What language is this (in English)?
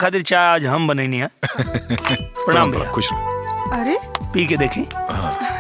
Bhojpuri